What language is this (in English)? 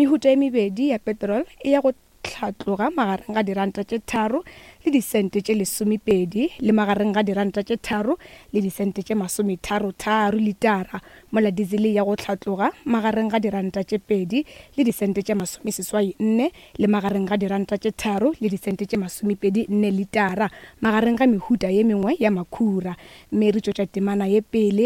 Northern Sotho